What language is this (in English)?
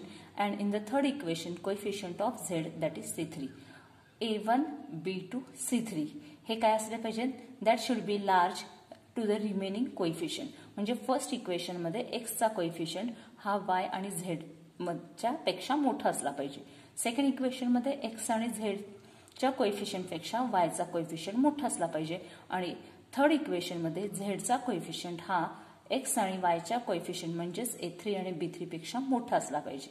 Marathi